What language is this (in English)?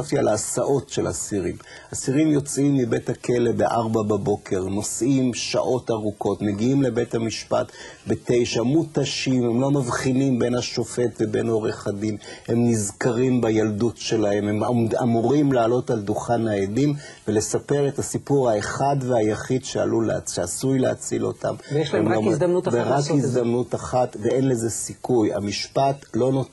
Hebrew